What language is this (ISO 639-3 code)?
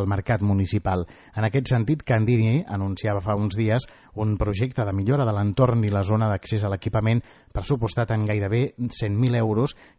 cat